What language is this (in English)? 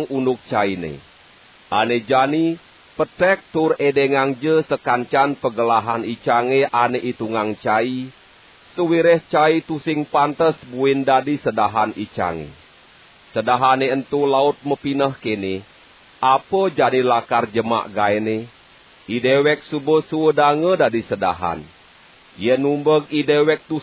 Balinese